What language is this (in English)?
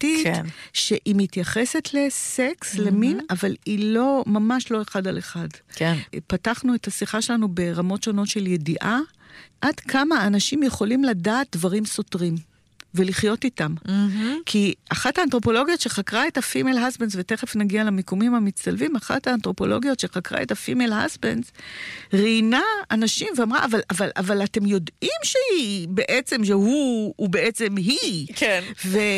Hebrew